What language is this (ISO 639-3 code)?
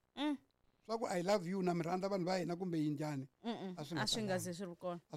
tso